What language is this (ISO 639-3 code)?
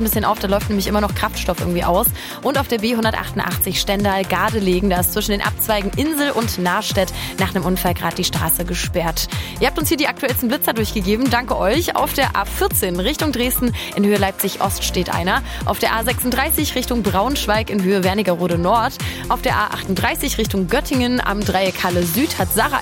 deu